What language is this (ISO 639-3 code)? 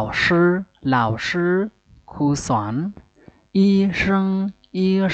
shn